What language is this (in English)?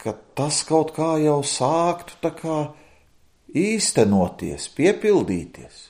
Latvian